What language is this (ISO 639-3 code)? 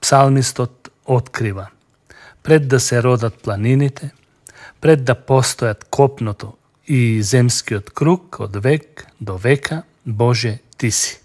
mkd